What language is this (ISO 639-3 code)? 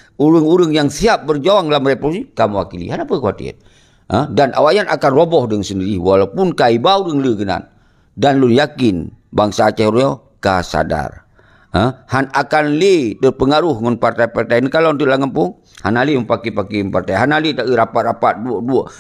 ace